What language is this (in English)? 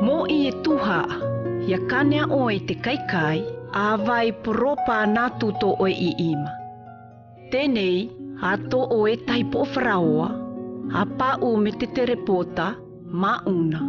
South Marquesan